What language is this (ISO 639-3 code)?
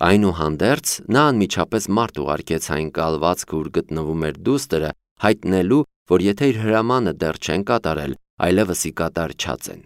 hye